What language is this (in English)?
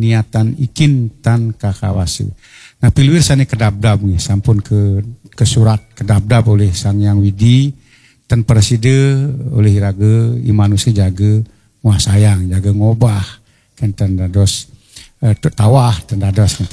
Balinese